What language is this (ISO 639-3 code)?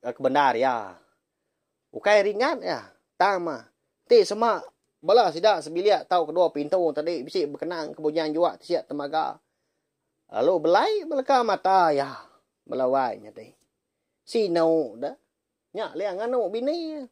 iba